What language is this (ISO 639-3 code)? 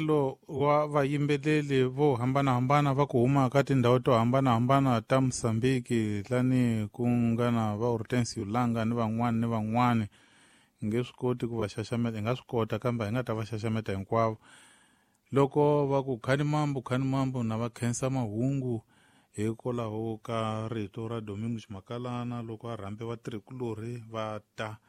tso